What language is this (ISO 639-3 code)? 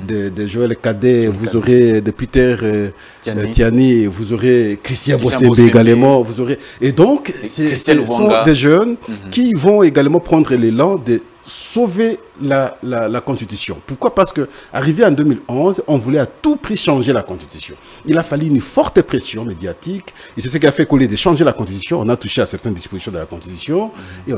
fra